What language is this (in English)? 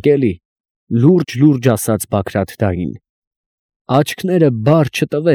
Armenian